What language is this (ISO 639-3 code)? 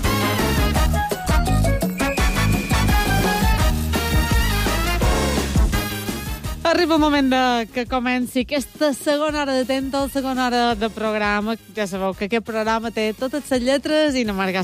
cat